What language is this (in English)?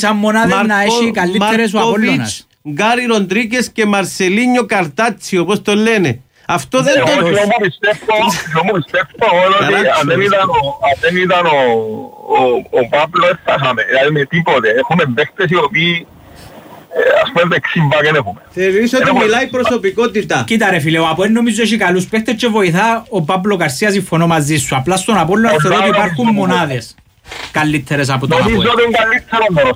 Greek